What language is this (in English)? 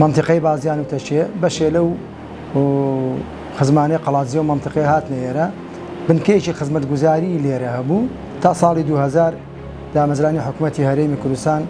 Central Kurdish